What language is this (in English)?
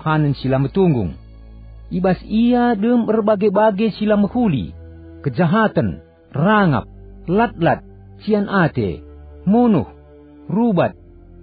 Batak Karo